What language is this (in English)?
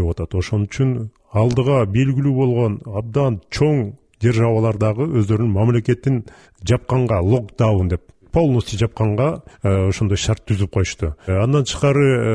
Kyrgyz